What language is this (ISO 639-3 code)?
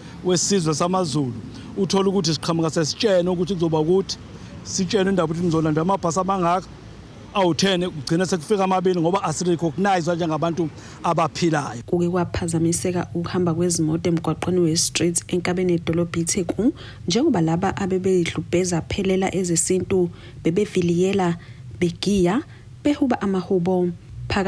zul